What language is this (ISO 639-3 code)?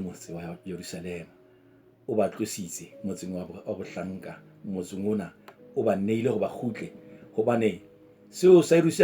sot